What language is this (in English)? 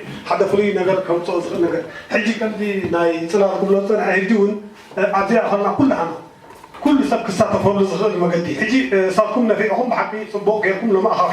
Tigrinya